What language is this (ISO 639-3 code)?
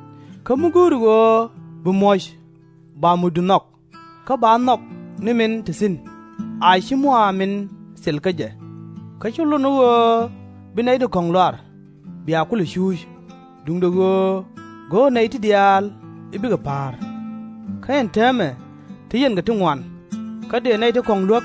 nus